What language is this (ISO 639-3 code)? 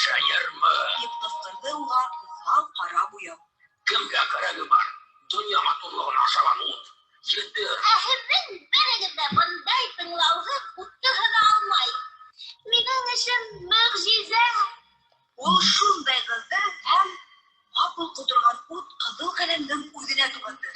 bak